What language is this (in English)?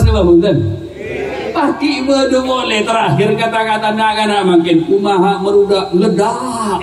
Madurese